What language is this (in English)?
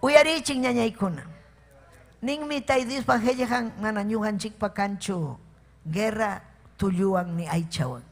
Ayacucho Quechua